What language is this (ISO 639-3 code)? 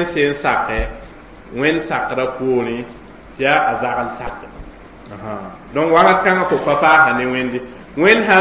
mos